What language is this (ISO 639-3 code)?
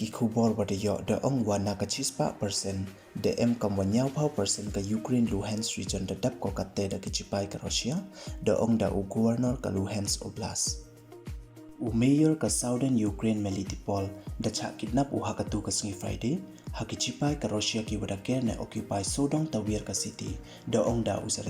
pbv